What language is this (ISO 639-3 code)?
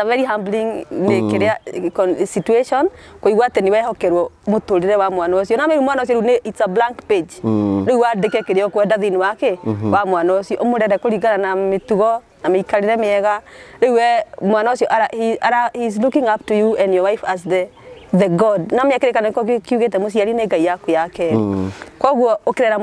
kik